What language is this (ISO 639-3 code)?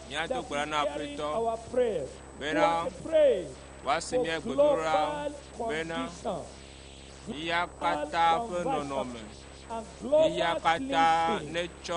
ewe